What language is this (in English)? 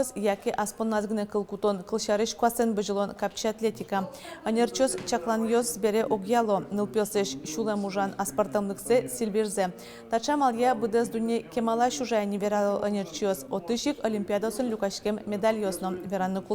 Udmurt